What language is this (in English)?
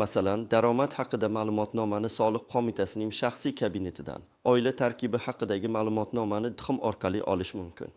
Uzbek